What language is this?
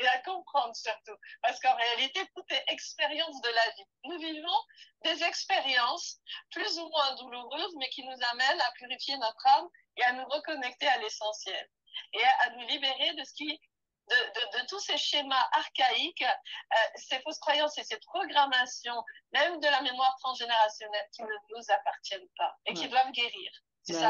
French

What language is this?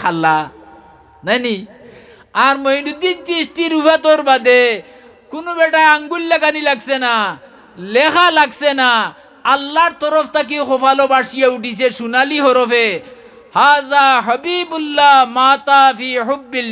Sylheti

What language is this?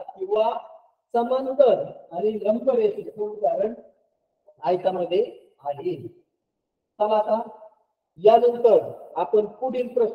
Marathi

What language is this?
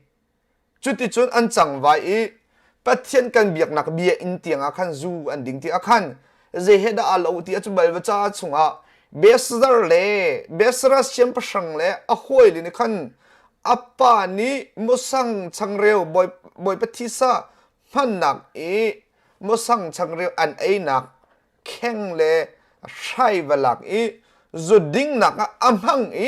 Hakha Chin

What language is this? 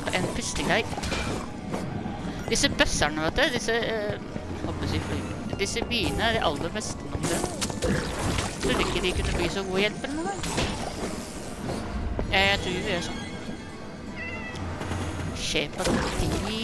Norwegian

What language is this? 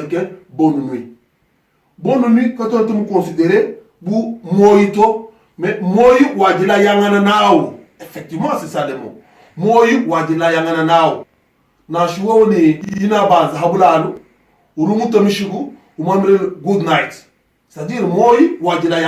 Luba-Lulua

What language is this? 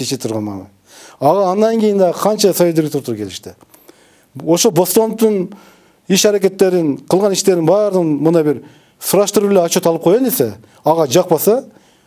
Kyrgyz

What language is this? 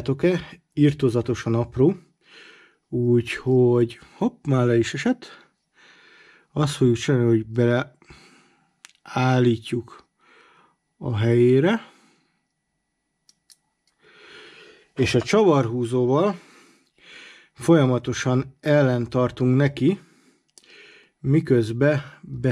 Hungarian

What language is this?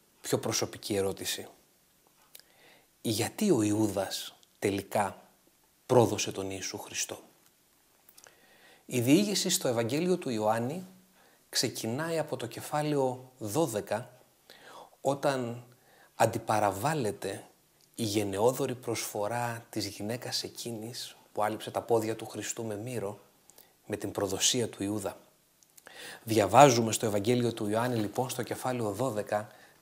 Greek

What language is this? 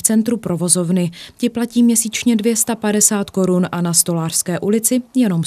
Czech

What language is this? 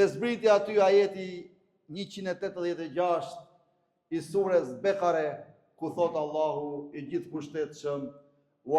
Albanian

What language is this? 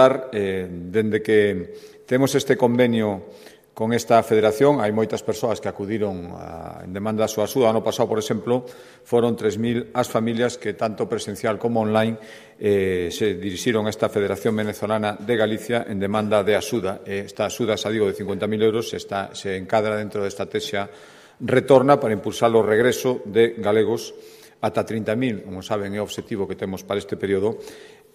Galician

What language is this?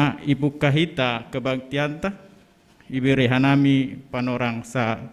Batak Simalungun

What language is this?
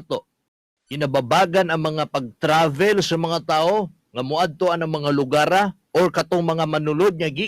Cebuano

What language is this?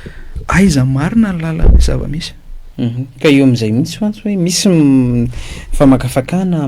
Malagasy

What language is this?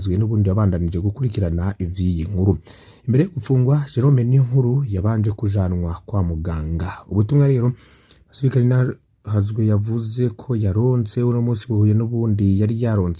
Rundi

